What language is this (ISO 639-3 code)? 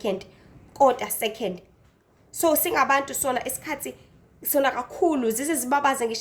zul